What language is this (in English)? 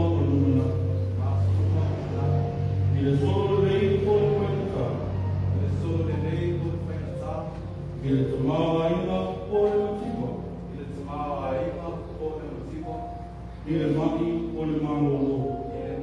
Samoan